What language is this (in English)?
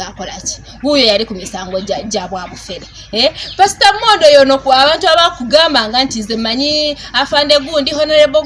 Ganda